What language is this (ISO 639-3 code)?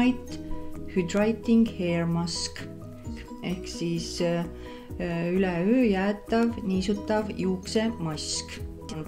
est